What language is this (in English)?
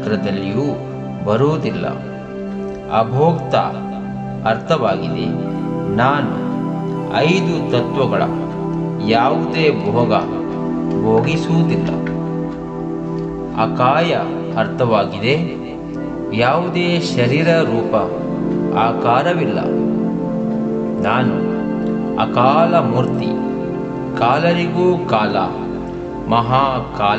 Kannada